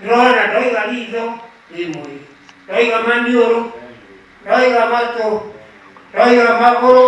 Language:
Kikuyu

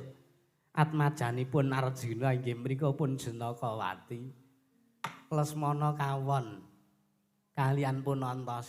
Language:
Javanese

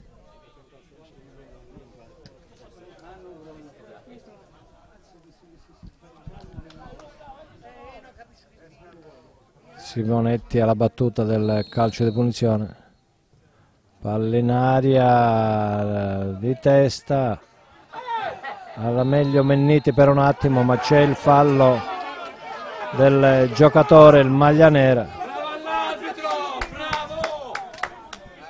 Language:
Italian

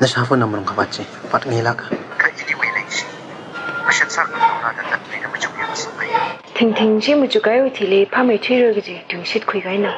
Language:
Tangkhul Naga (India)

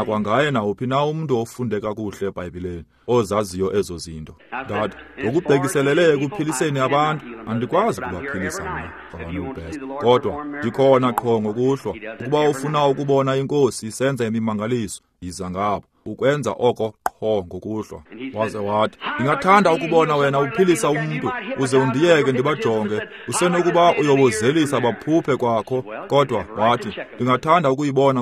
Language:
Xhosa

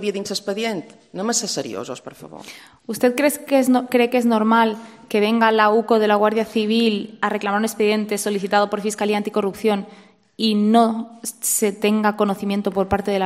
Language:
Catalan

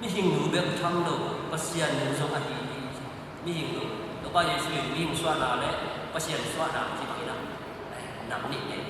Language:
Tedim Chin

